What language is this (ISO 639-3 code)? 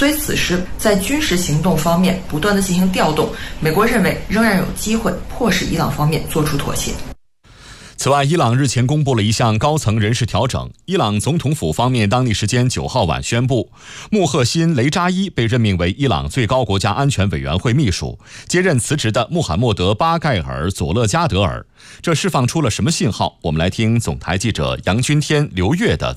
zho